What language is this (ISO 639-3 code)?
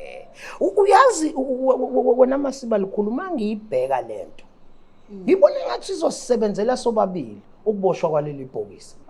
zul